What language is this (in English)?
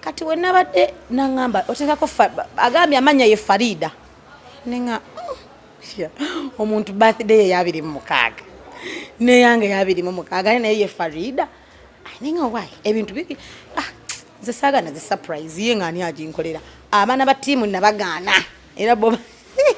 Ganda